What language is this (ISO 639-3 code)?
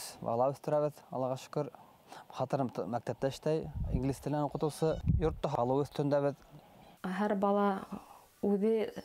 bak